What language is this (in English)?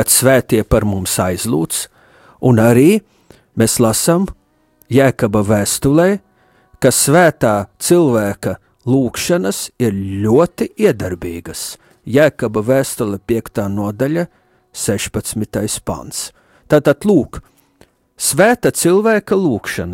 Latvian